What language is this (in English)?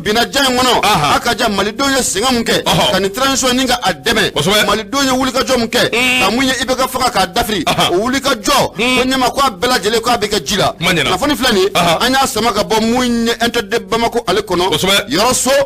Bambara